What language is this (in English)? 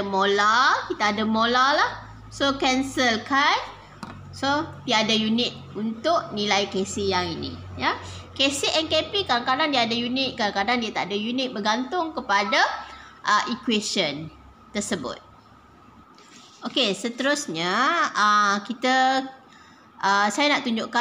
Malay